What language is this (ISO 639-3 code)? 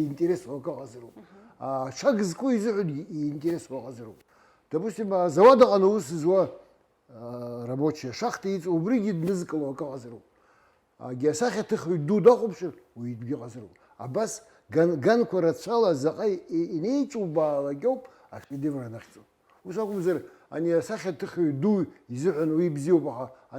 abk